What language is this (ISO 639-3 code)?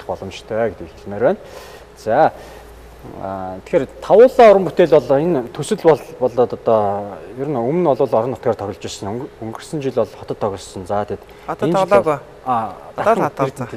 mon